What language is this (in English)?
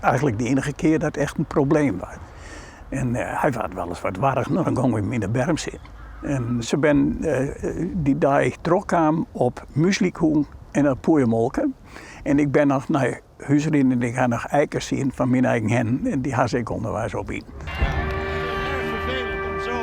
Western Frisian